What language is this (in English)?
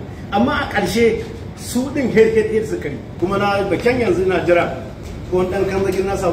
Hausa